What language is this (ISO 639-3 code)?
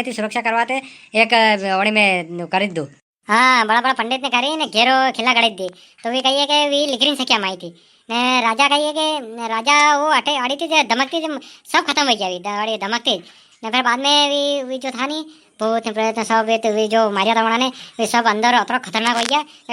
raj